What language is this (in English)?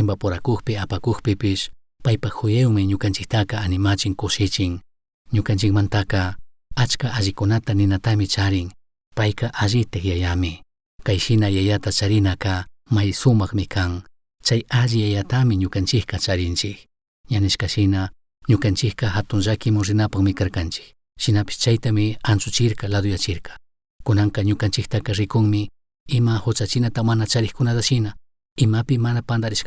Chimborazo Highland Quichua